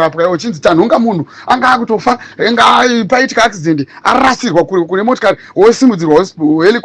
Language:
Shona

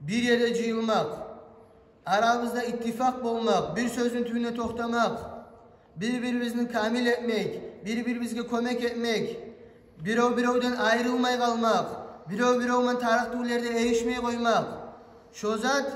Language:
Kumyk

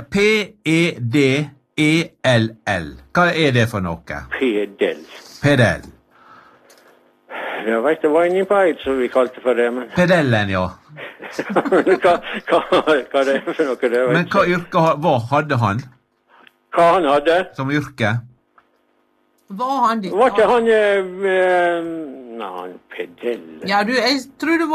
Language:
Norwegian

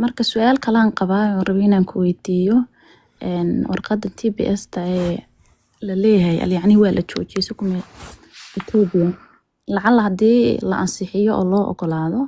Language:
Somali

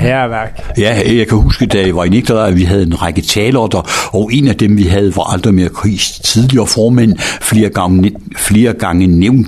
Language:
Danish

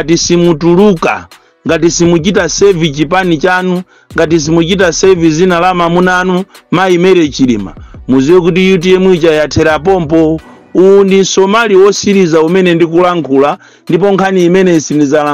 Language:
Nyanja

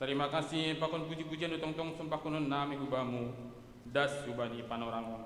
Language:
Batak Simalungun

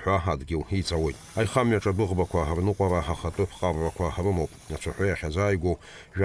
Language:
Abkhazian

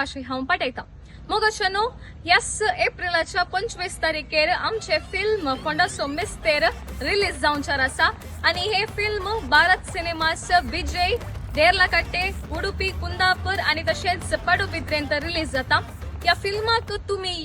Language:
Konkani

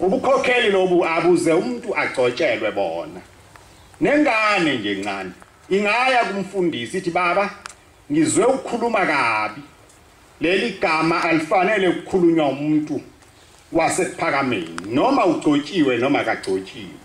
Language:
Zulu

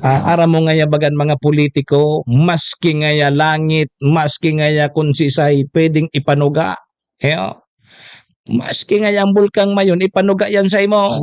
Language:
Bikol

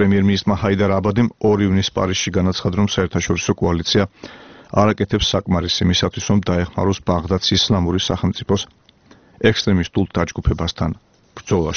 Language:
Georgian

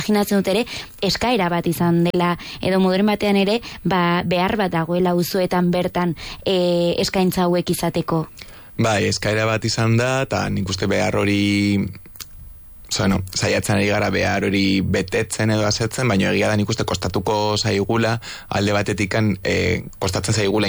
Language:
Basque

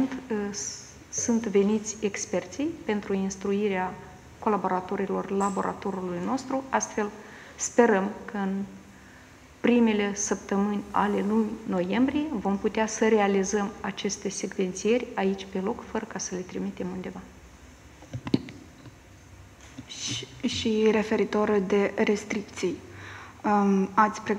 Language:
Romanian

